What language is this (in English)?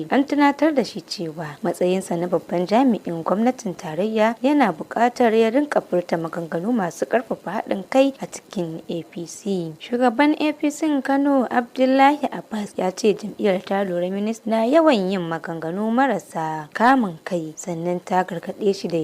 Hausa